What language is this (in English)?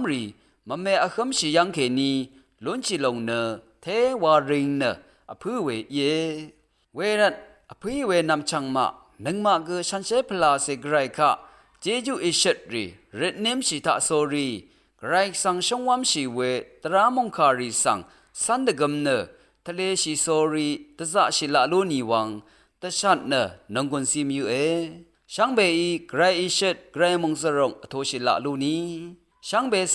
Rawang